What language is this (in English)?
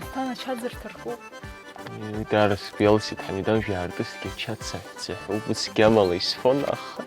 Abkhazian